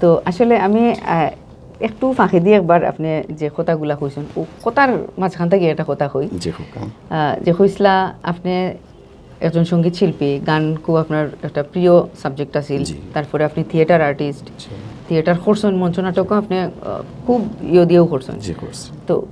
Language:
Sylheti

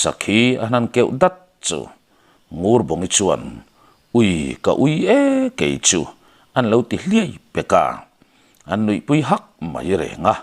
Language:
Mizo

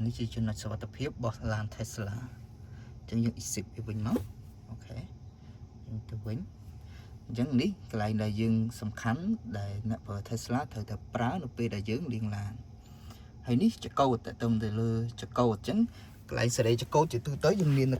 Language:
Khmer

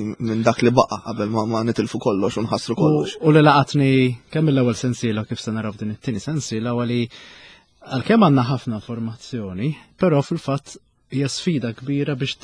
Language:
Maltese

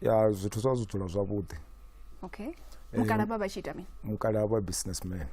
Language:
Venda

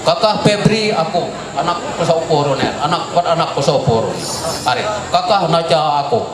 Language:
Ma'anyan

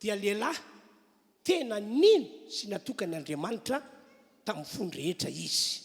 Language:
Malagasy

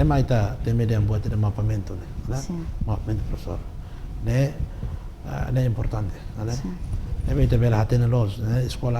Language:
Tetum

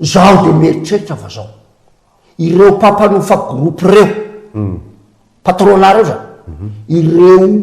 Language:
Malagasy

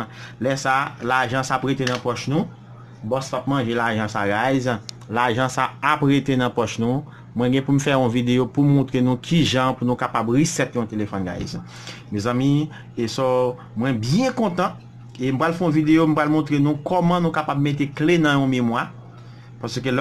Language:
Haitian Creole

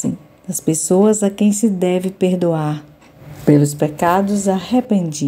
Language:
Portuguese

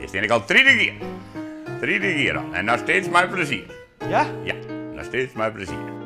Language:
Western Frisian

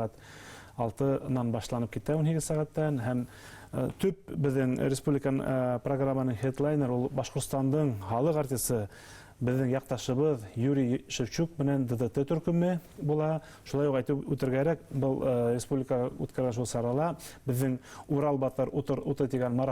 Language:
Bashkir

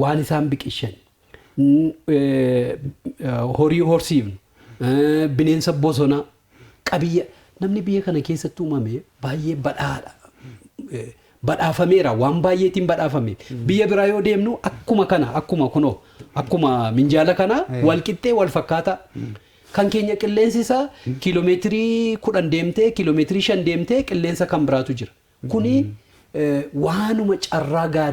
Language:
Oromo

